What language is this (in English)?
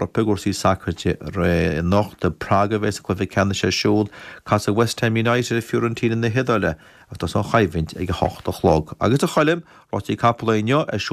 Irish